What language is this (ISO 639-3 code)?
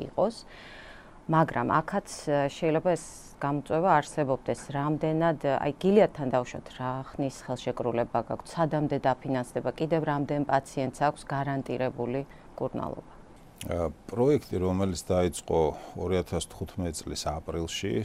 kat